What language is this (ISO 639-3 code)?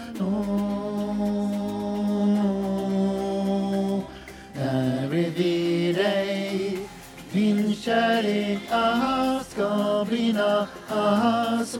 swe